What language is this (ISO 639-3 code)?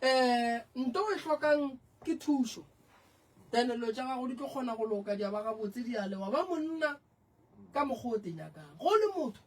nso